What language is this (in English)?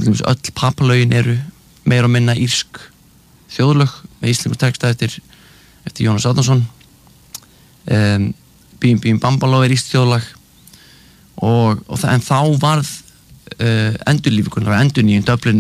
Icelandic